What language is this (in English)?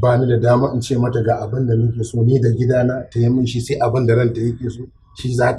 Hausa